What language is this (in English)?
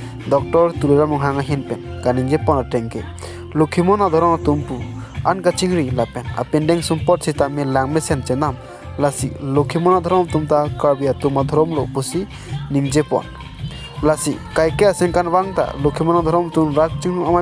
Karbi